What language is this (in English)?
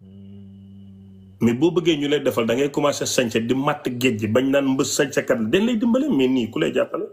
Wolof